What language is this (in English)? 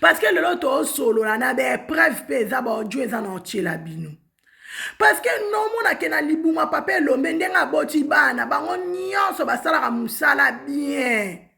Lingala